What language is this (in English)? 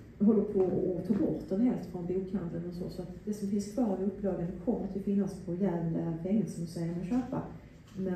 Swedish